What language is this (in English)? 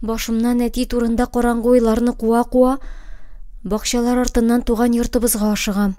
Tatar